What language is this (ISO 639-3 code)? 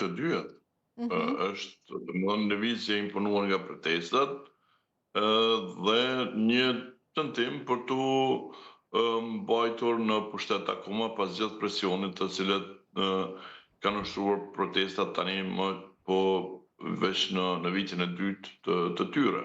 sqi